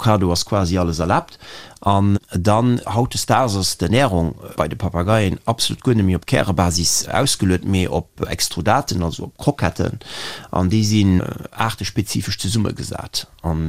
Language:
Luxembourgish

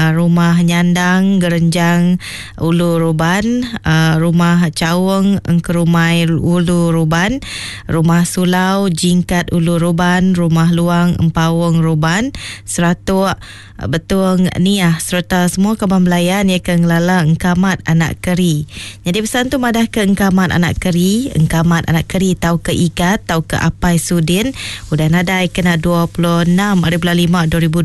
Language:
Iban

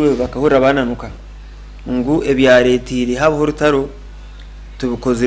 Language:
Nyankole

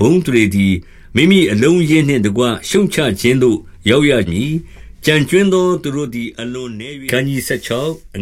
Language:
Burmese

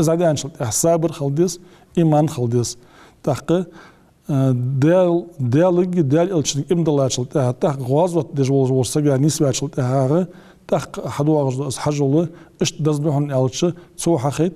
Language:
Ingush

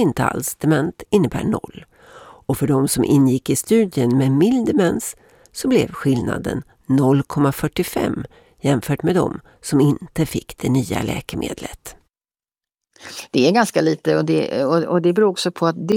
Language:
Swedish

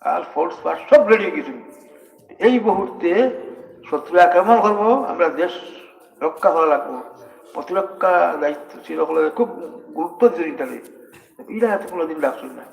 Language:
Sylheti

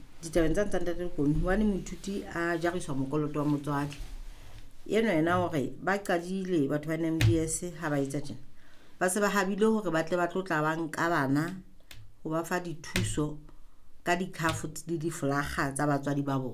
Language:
Southern Sotho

